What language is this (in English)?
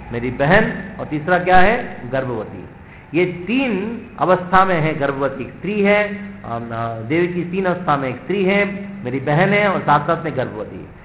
Hindi